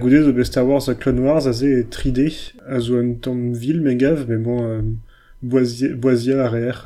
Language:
Breton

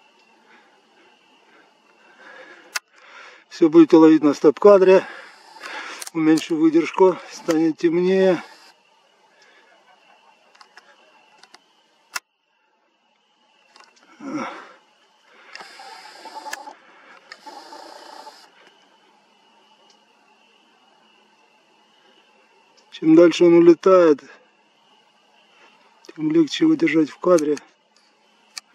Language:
Russian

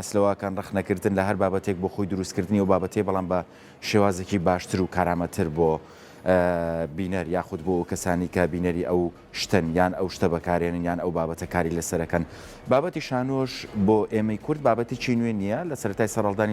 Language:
Central Kurdish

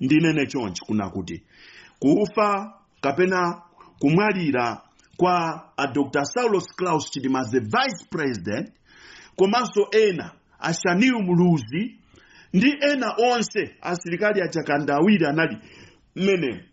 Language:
Nyanja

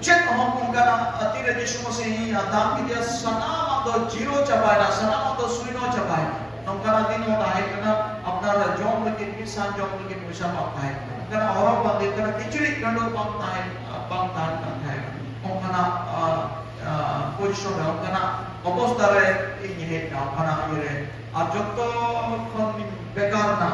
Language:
Santali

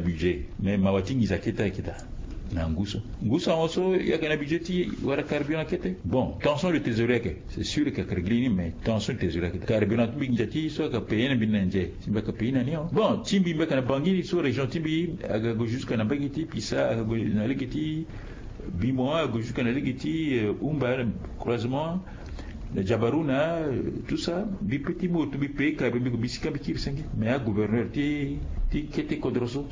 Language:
Sango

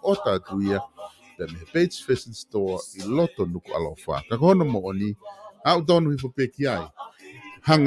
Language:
Tongan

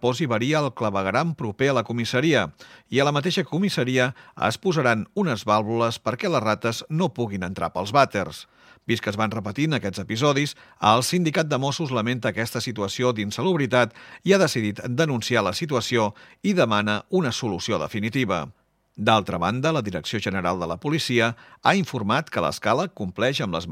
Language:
Catalan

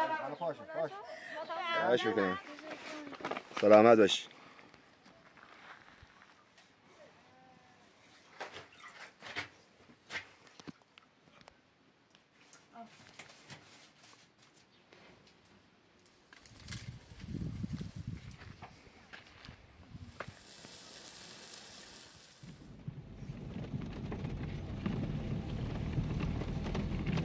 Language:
Persian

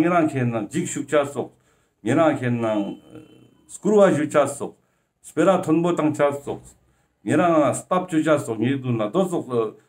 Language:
Ladakhi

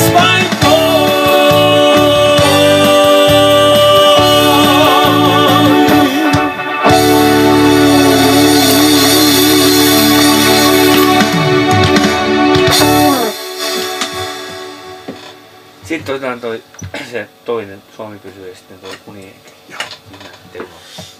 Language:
Finnish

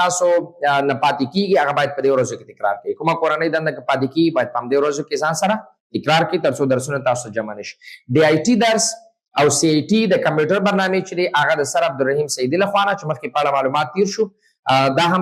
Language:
Pashto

